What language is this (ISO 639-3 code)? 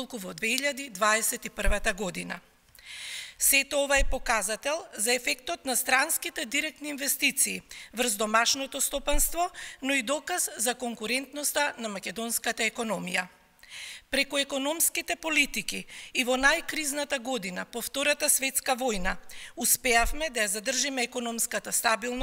mkd